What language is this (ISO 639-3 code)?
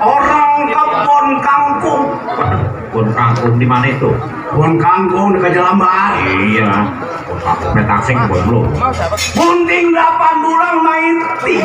bew